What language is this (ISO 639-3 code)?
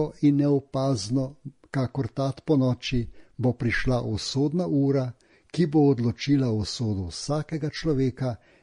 slv